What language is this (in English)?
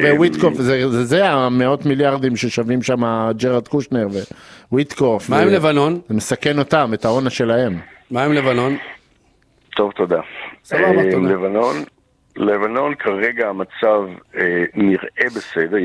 Hebrew